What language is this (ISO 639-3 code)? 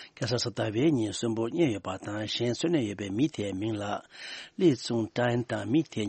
bod